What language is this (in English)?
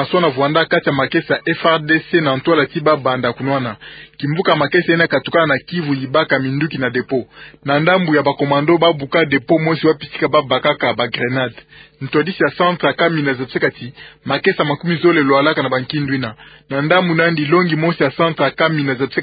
Kituba (Democratic Republic of Congo)